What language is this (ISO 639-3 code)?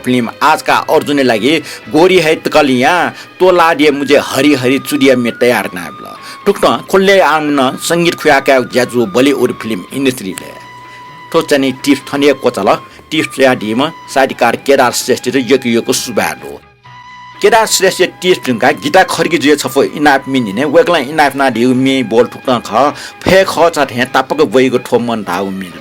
new